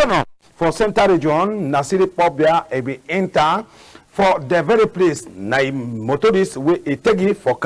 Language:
Cameroon Pidgin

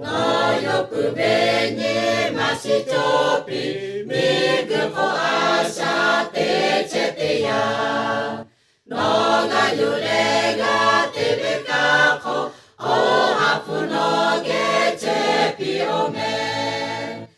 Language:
Lahu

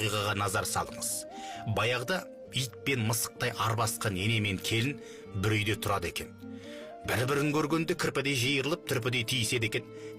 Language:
Kazakh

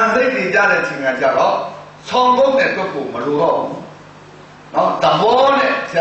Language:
Burmese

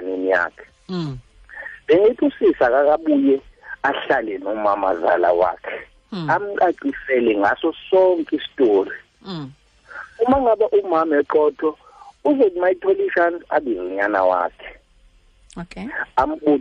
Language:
Xhosa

